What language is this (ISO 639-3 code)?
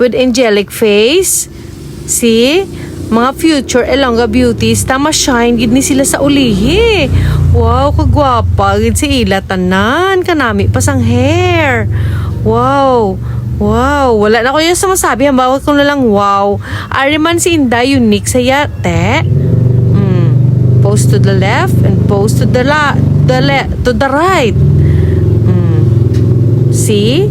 hil